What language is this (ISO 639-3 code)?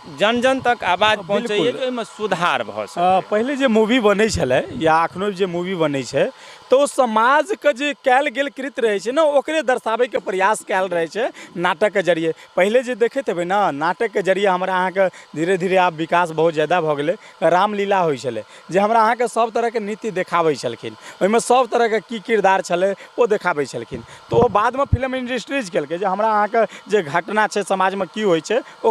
mai